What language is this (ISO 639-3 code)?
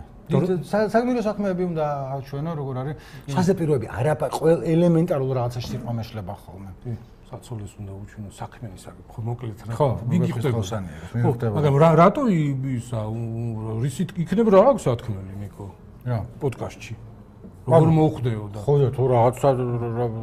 kat